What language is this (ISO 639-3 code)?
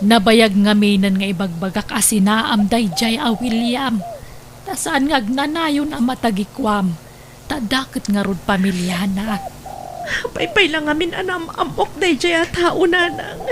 ilo